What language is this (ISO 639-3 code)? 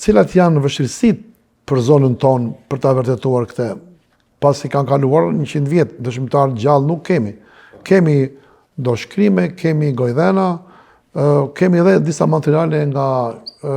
sqi